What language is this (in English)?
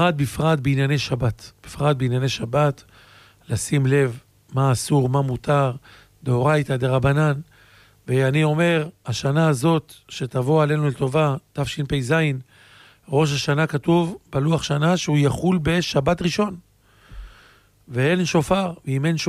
Hebrew